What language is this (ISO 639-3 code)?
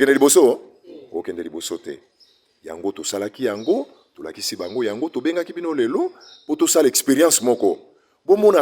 lin